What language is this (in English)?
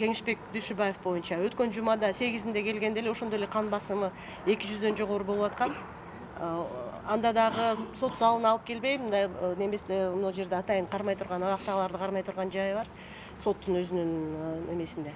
Kyrgyz